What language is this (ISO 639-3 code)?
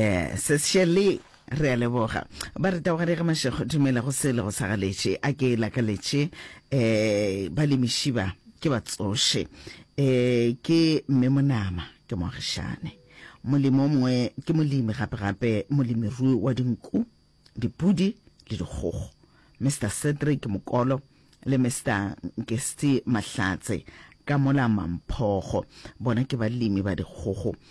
nso